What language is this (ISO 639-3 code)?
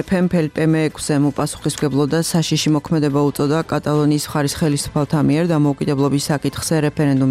kat